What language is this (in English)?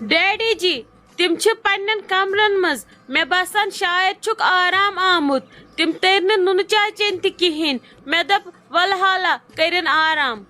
Kashmiri